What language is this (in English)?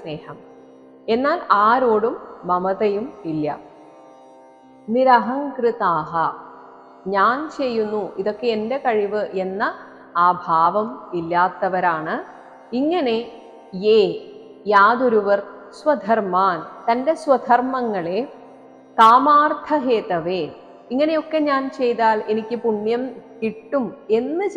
Malayalam